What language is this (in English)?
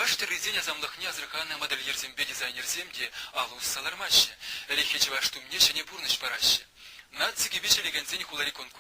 Chuvash